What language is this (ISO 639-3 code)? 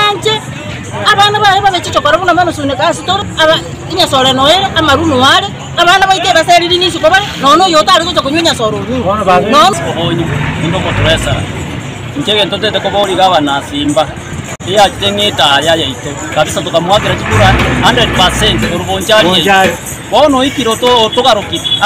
guz